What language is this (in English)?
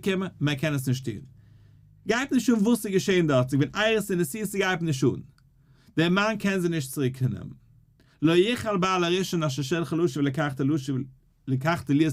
Yiddish